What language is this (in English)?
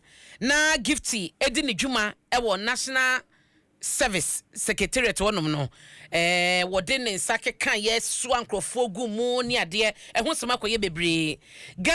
Akan